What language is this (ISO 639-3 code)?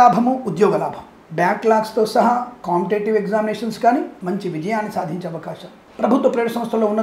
tel